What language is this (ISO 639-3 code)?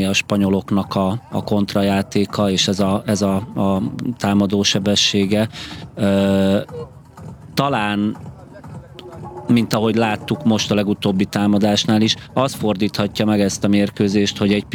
hun